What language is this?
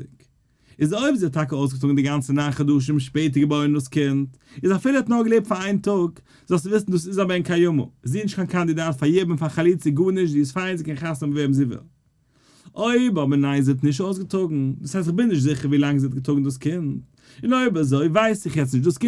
Yiddish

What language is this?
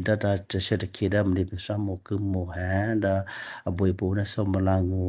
Western Kayah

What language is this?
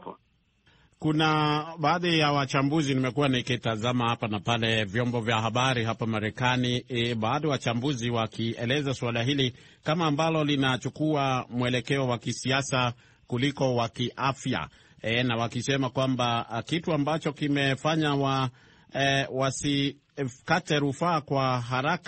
Swahili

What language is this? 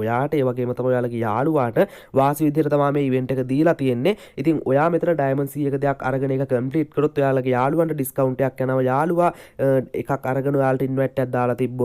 Sinhala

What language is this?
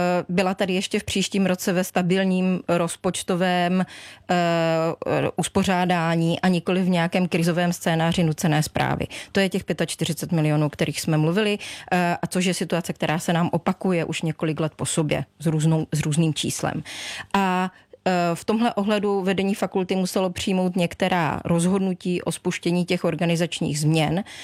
Czech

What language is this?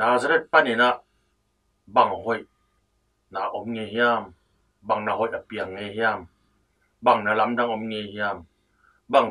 Tedim Chin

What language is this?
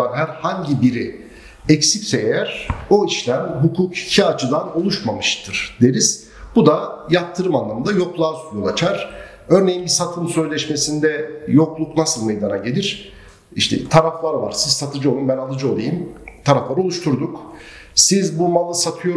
Turkish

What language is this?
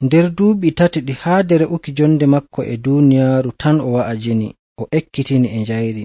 Nigerian Fulfulde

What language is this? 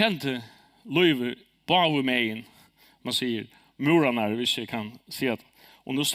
Faroese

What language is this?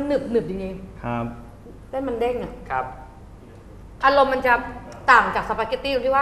Thai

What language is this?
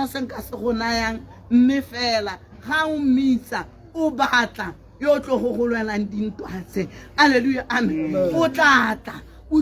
Tswana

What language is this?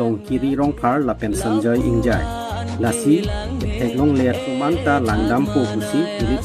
Karbi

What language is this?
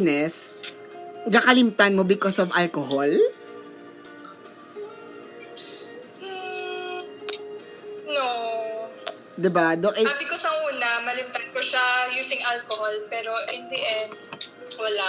Filipino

